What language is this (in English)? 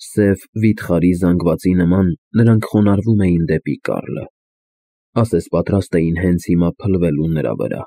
Armenian